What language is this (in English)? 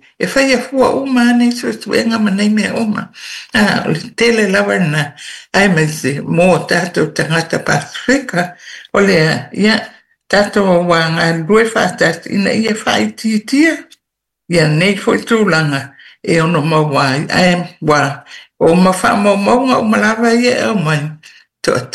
Samoan